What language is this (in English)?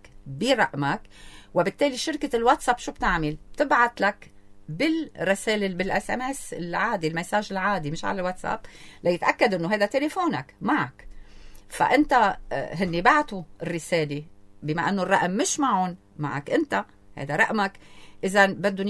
North Levantine Arabic